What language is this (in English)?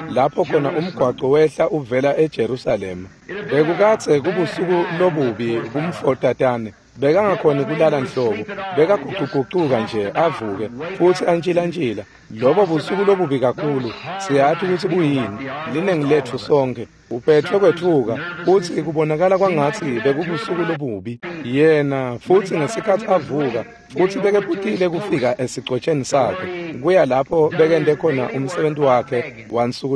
Swati